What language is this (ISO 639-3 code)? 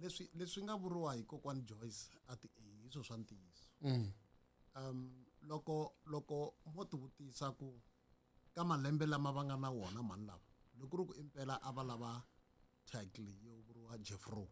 tso